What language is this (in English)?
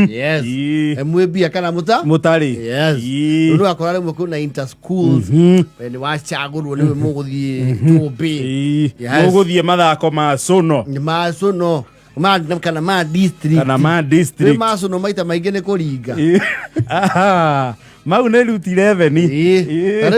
Kikuyu